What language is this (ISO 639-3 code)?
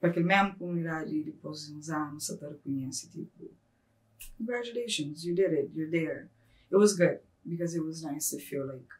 kea